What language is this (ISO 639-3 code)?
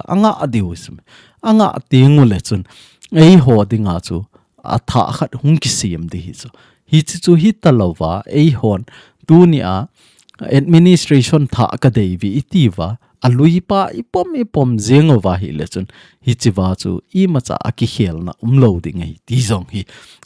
tcz